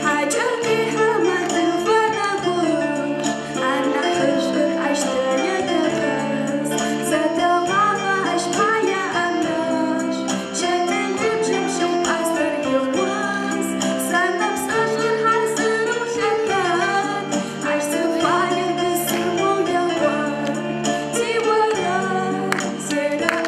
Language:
Adyghe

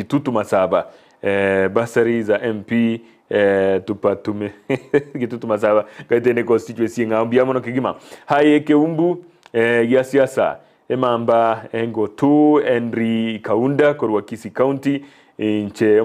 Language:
Gusii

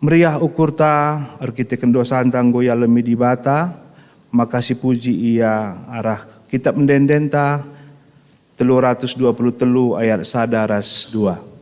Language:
Batak Karo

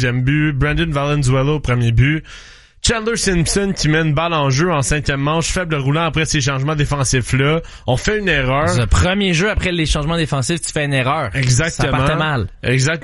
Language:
French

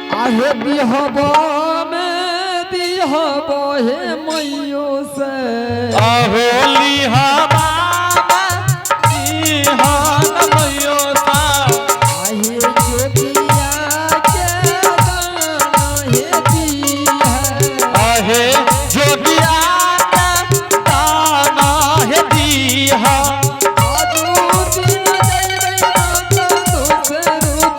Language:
Angika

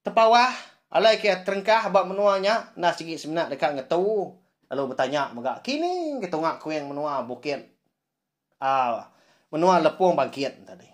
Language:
Iban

